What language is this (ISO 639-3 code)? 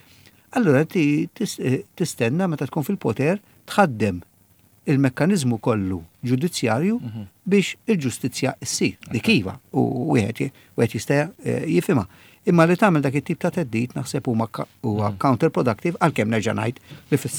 mlt